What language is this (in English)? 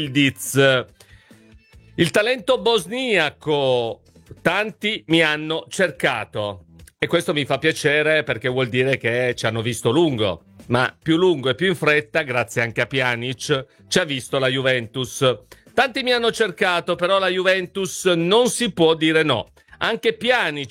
Italian